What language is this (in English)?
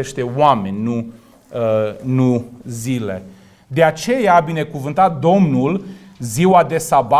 Romanian